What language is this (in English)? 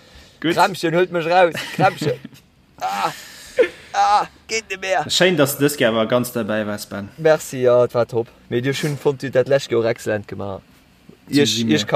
Luxembourgish